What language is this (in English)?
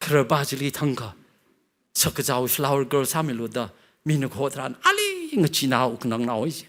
Tangkhul Naga (India)